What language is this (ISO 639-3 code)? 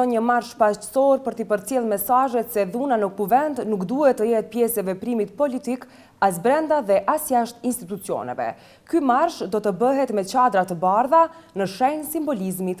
sqi